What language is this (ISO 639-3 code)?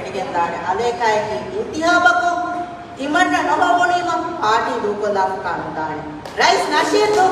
div